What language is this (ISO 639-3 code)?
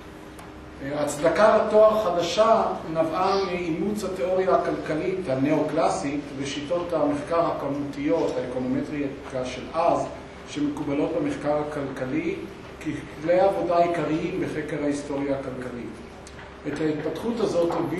heb